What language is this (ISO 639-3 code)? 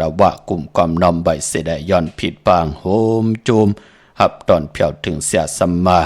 shn